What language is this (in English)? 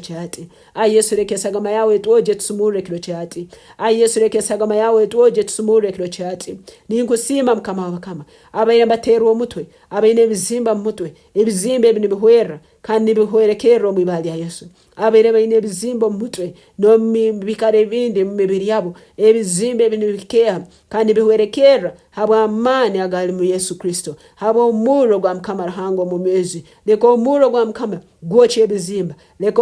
Nyankole